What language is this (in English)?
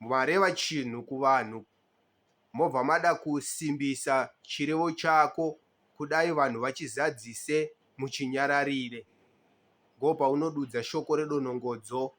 Shona